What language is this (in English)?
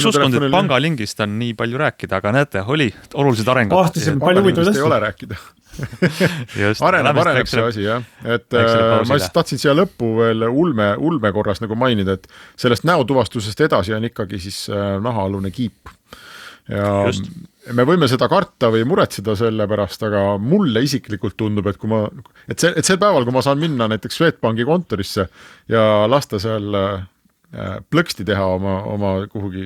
Estonian